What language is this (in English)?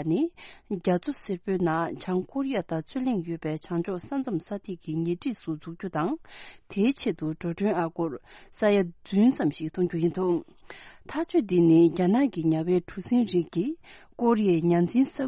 Tibetan